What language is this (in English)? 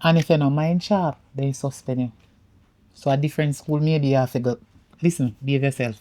Jamaican Creole English